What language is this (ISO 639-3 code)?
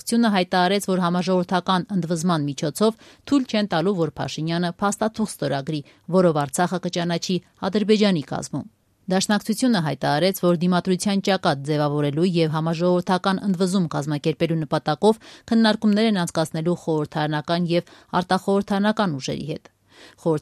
hye